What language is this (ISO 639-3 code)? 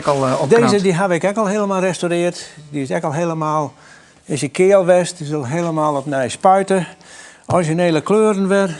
fry